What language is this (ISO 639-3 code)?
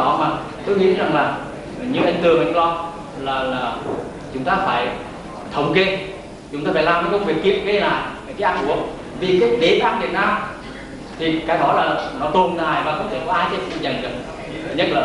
vie